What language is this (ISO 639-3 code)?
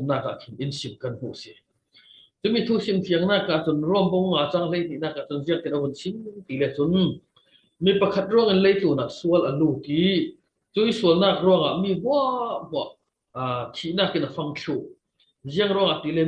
cnh